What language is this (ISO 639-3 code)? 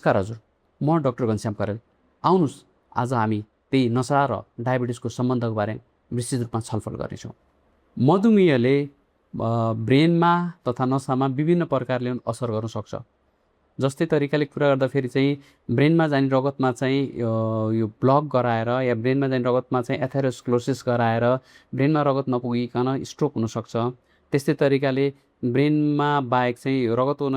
nep